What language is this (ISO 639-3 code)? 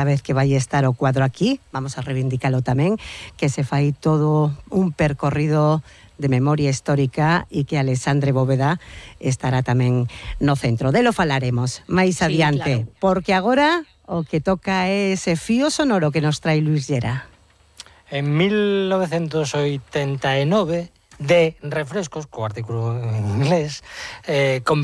glg